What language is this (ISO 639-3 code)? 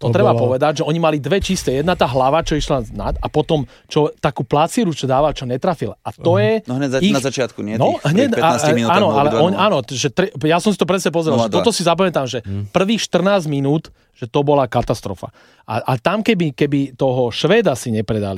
slk